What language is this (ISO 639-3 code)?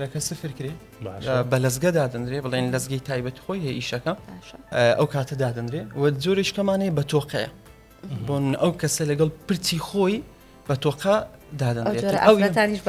ckb